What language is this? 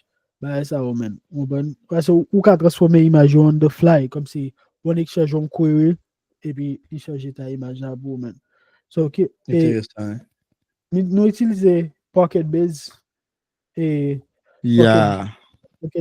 Haitian Creole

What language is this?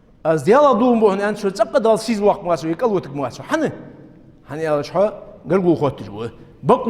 Ingush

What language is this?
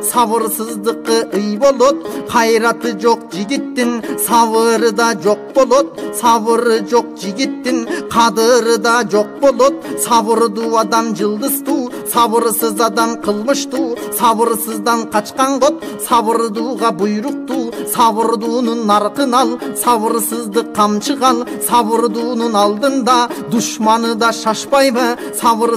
Kyrgyz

